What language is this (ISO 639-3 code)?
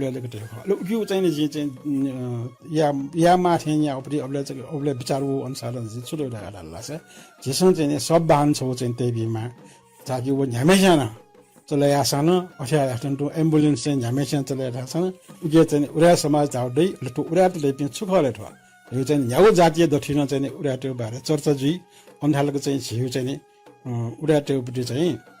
new